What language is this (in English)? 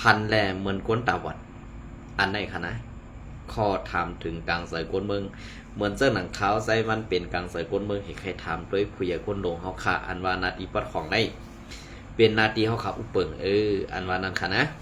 Shan